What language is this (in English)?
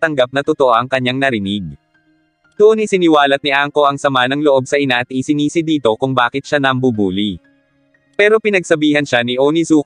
Filipino